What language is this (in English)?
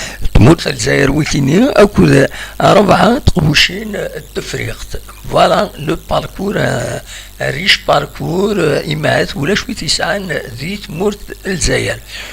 Kabyle